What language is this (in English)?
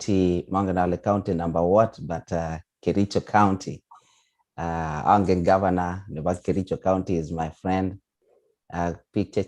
Kalenjin